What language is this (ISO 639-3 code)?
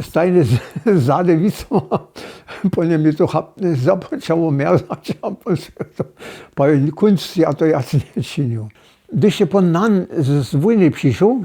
hsb